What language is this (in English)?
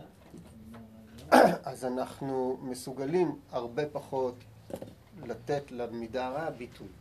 Hebrew